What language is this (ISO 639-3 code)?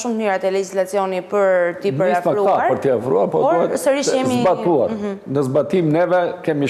sqi